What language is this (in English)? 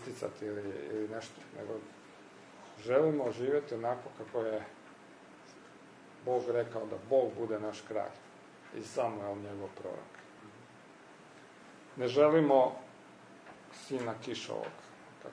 Croatian